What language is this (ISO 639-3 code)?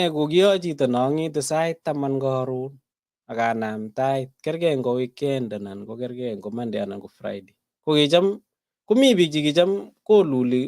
kln